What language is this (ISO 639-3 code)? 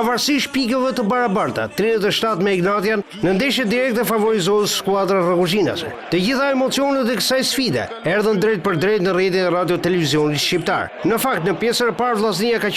sqi